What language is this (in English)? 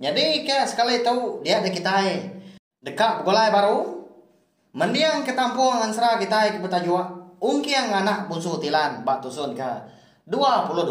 Iban